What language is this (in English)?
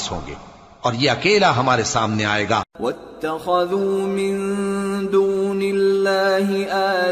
Urdu